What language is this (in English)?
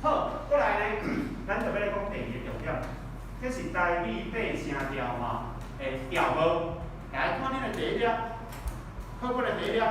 Min Nan Chinese